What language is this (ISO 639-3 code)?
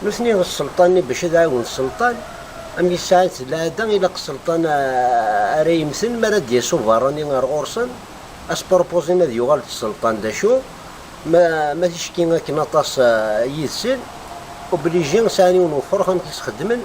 kab